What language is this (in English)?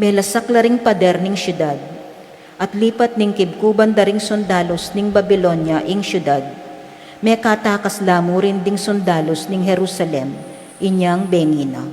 Pampanga